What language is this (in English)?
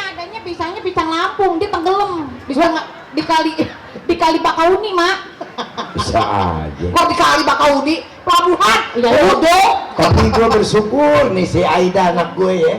Betawi